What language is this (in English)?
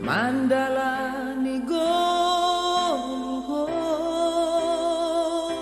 Batak Simalungun